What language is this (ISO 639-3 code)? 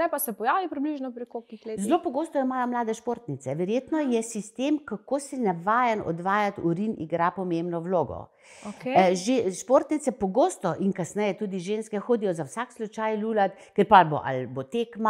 slv